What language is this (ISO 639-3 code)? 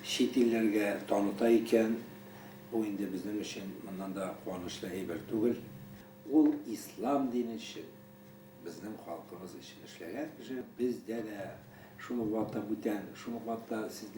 bak